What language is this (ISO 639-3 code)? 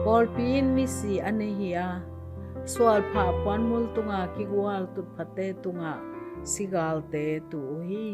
ctd